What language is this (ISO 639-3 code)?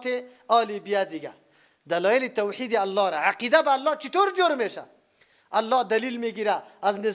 fas